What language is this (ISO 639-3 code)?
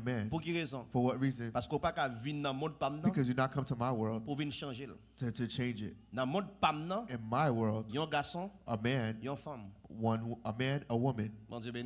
hat